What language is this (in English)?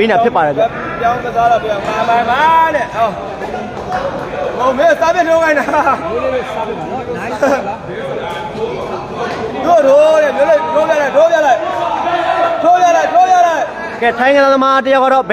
Burmese